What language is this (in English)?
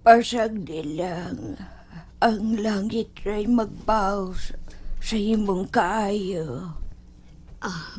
Cebuano